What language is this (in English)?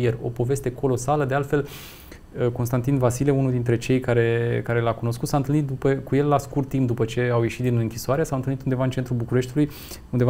Romanian